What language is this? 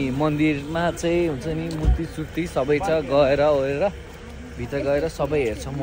Nepali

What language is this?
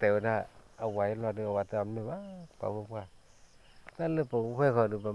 S'gaw Karen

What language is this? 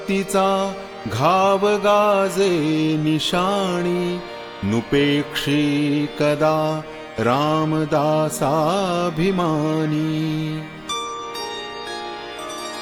Marathi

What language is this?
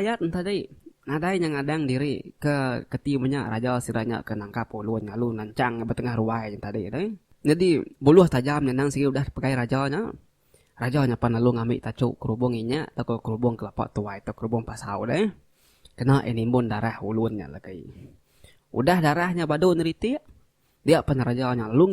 Iban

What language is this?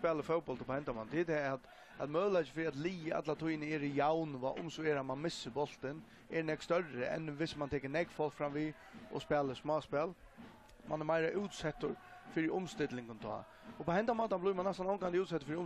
Faroese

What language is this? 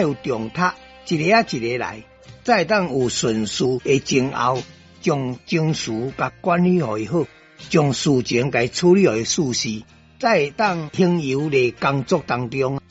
Min Nan Chinese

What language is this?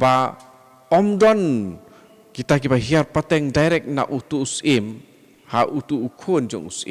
Khasi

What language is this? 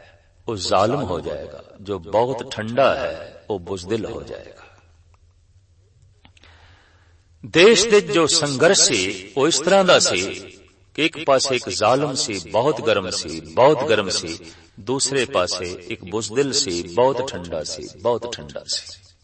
Punjabi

